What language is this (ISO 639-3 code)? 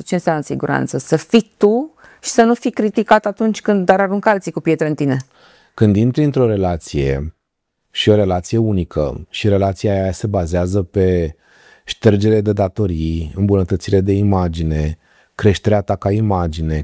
ron